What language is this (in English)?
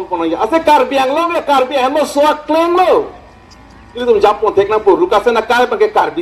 Karbi